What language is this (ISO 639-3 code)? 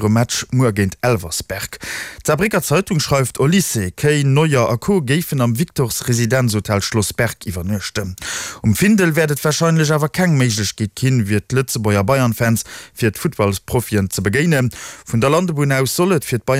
ltz